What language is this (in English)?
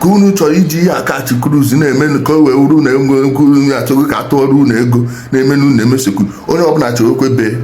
Igbo